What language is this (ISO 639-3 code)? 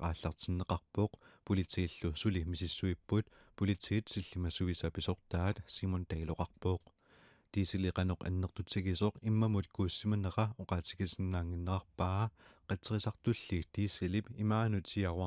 kal